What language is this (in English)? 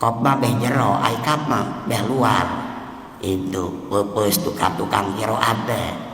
Sundanese